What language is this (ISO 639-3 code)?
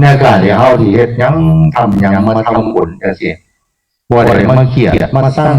tts